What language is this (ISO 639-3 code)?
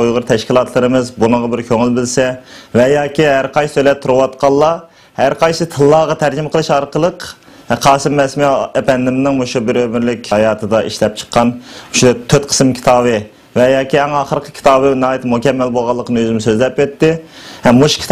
uig